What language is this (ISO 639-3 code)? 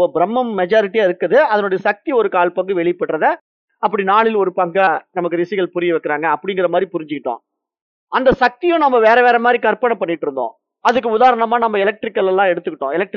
tam